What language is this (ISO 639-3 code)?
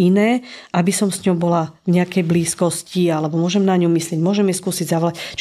slk